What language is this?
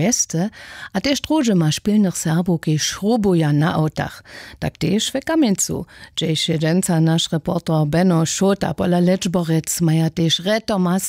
Upper Sorbian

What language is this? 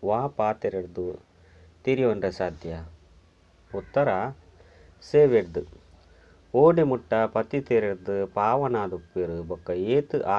Tulu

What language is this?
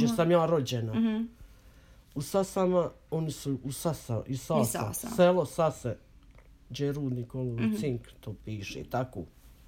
Croatian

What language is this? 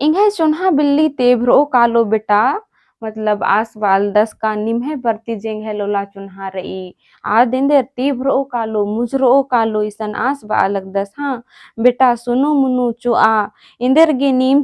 Kurukh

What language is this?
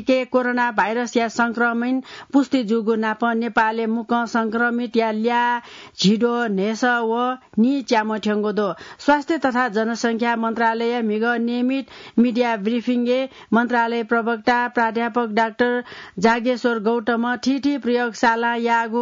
Newari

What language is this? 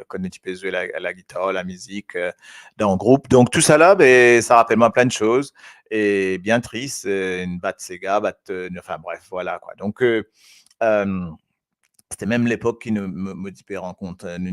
Morisyen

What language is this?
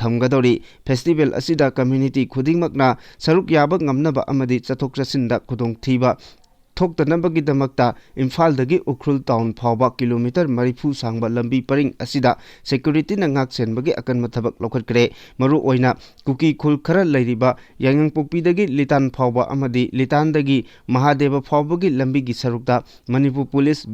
Manipuri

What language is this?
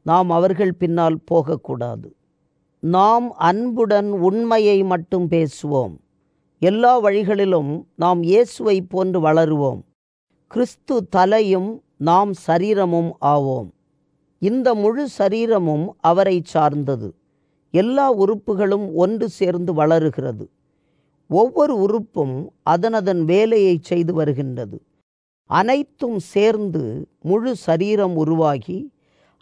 Tamil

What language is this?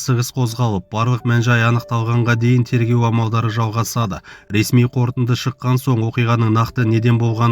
Kazakh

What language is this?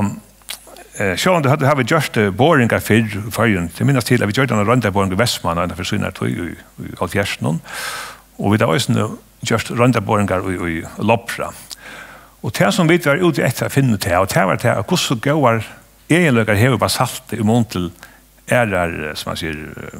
Faroese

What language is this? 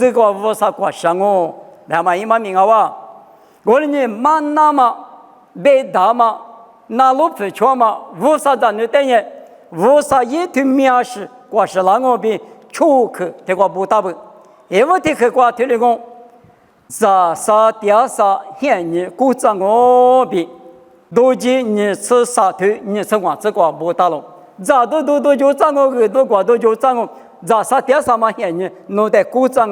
Lisu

